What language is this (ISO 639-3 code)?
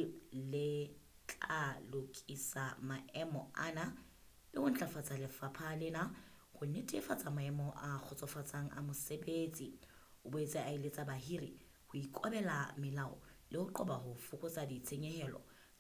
sot